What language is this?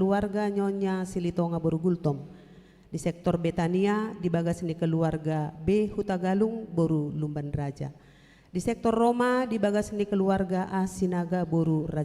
Batak Toba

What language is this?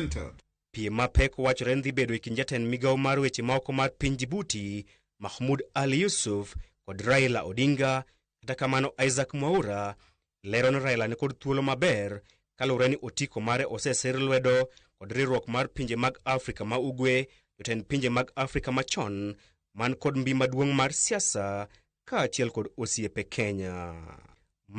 Luo (Kenya and Tanzania)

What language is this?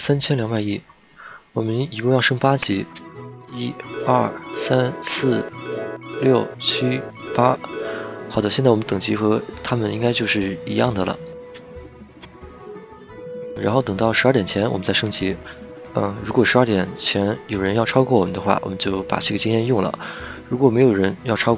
Chinese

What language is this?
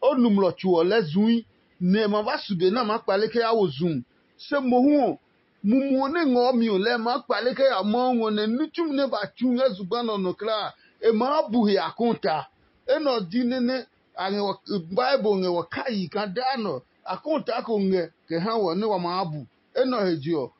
Adangme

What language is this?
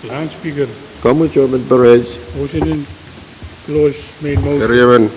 Pohnpeian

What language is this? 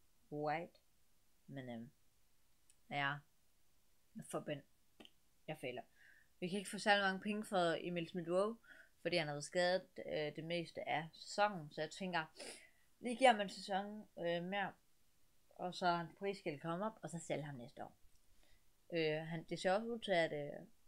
Danish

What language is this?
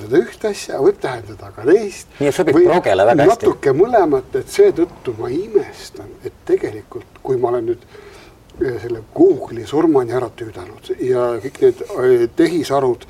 Estonian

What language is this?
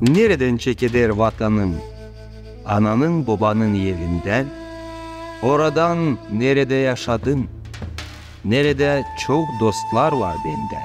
Gagauz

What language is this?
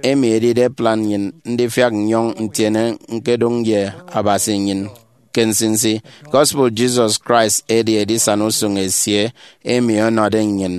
Efik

